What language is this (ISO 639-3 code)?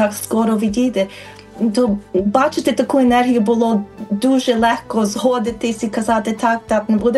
ukr